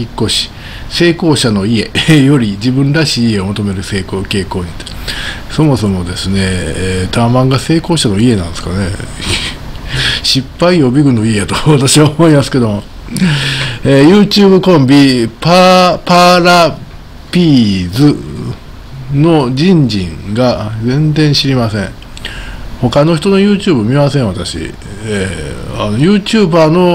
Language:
Japanese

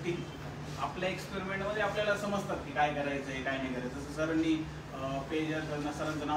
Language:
Marathi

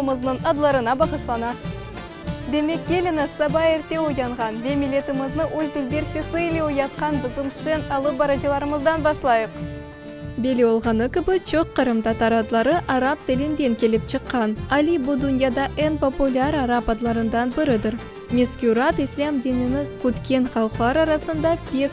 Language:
Crimean Tatar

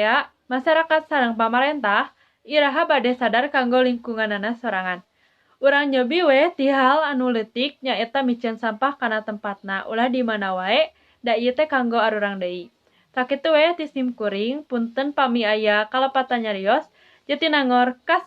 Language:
Sundanese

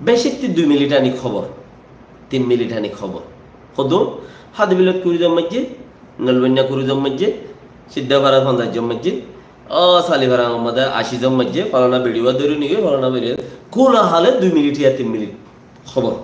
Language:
Rohingya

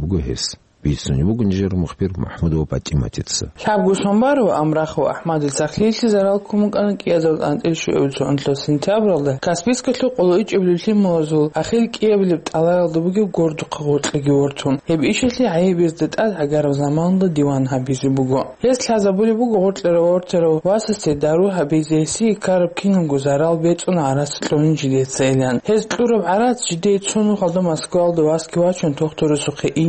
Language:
Avaric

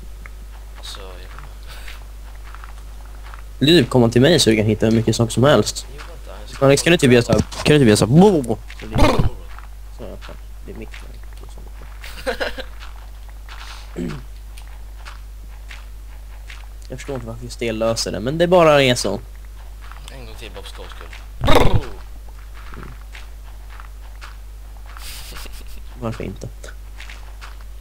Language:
Swedish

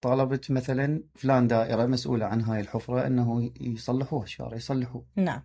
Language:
Mesopotamian Arabic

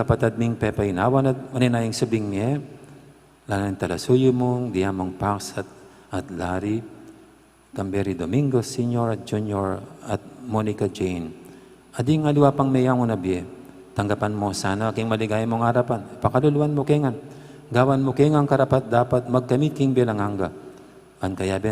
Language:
Pampanga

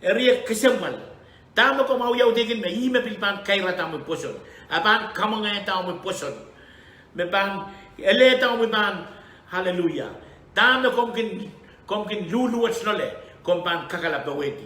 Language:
Pohnpeian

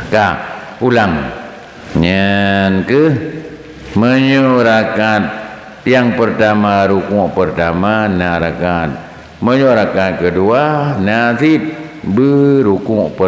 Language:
Achinese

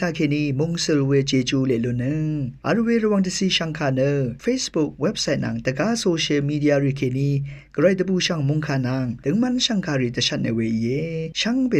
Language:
Rawang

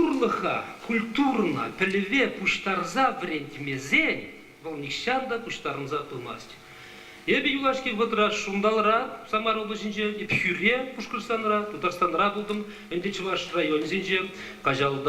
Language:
Chuvash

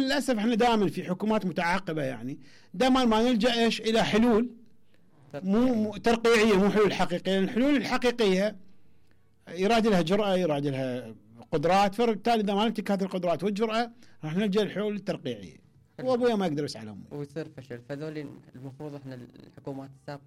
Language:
Mesopotamian Arabic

